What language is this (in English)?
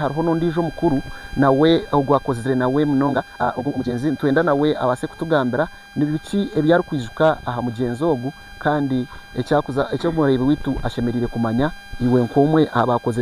Nyankole